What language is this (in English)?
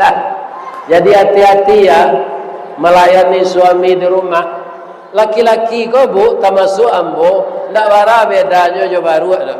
Minangkabau